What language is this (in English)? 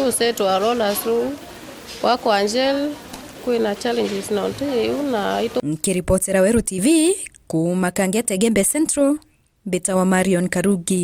Meru